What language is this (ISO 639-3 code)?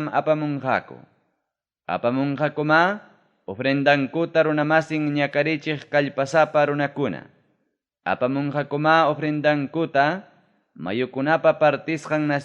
quy